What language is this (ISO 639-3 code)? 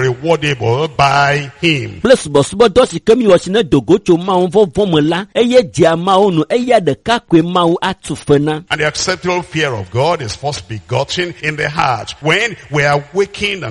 ewe